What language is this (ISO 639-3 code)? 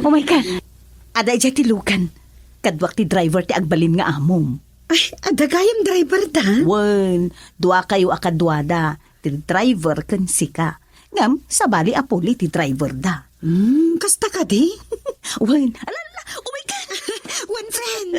ilo